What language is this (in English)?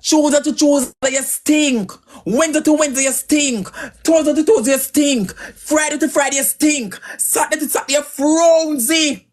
Jamaican Creole English